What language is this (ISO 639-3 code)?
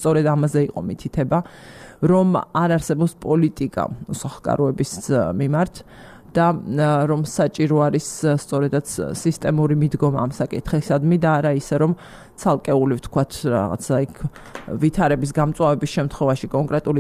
kat